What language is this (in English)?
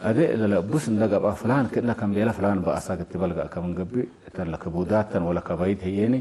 Tigre